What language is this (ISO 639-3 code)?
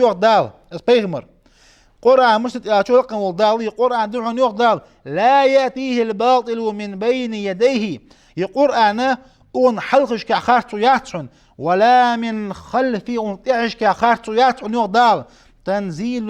inh